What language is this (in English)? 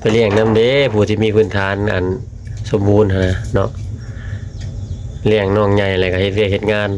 Lao